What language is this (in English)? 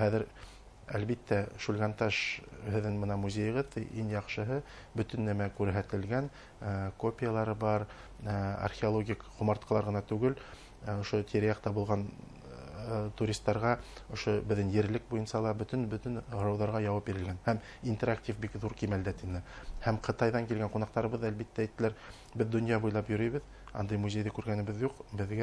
Bashkir